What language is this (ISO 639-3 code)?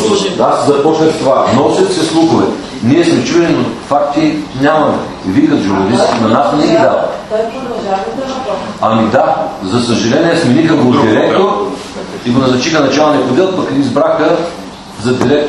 bul